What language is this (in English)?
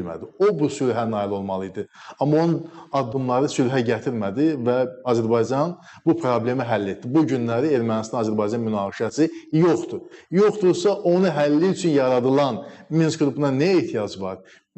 Azerbaijani